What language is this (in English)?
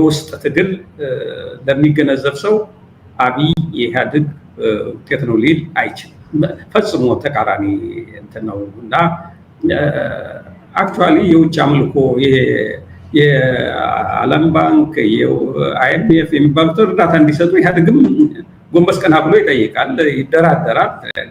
Amharic